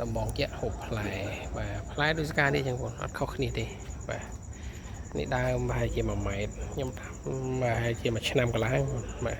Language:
Khmer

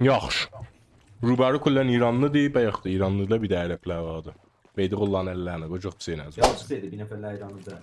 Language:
South Azerbaijani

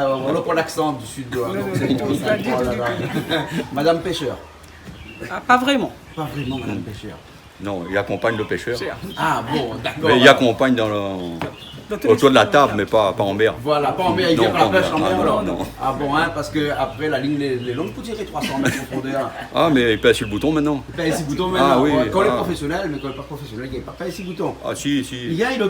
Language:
Réunion Creole French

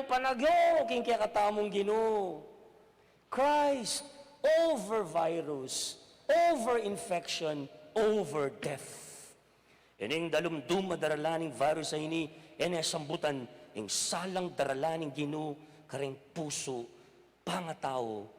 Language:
Pampanga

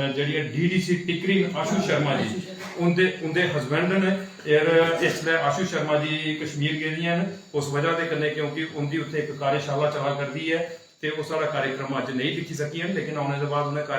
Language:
Dogri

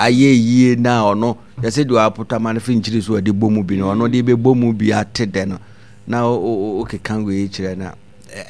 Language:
Akan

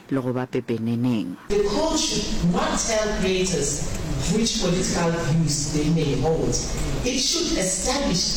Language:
Northern Sotho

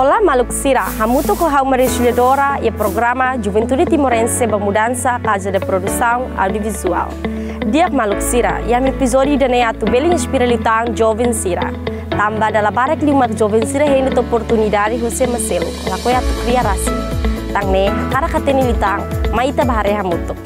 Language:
Tetum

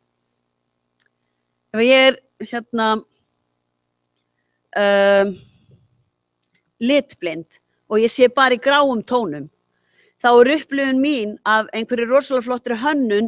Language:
Icelandic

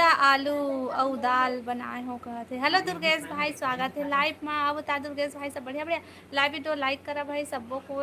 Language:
Chhattisgarhi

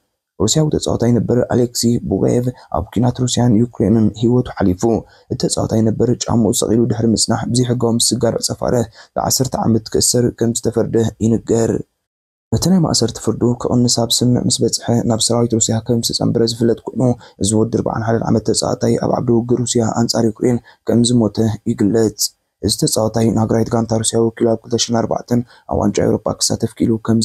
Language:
Tigrinya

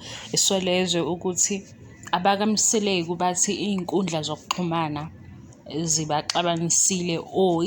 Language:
Zulu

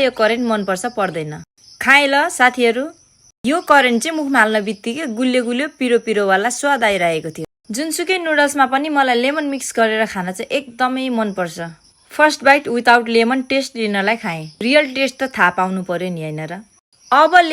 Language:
Nepali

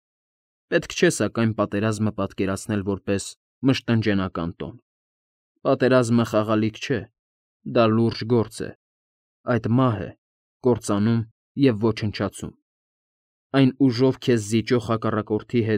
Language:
Armenian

